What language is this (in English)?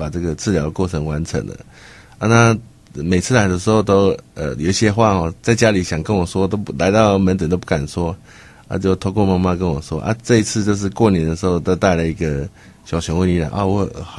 Chinese